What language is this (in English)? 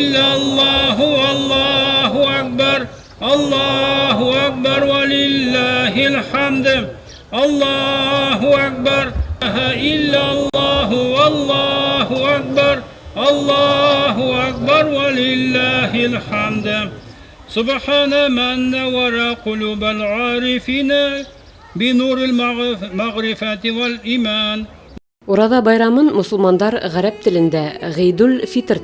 Bashkir